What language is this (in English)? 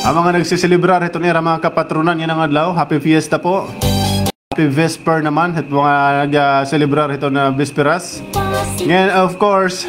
Waray